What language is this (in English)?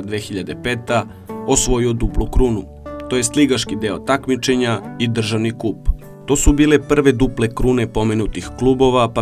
Serbian